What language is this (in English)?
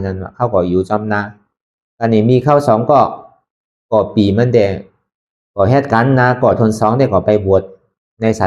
Shan